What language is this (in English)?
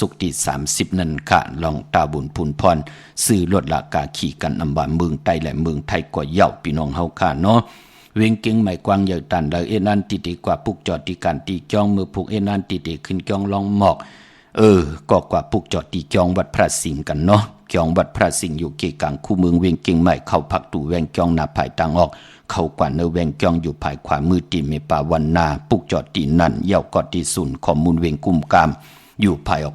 Shan